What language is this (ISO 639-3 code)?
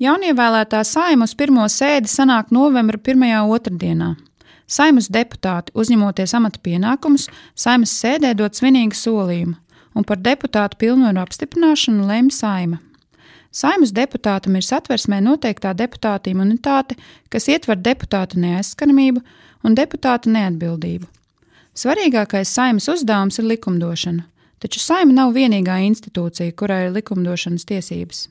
lav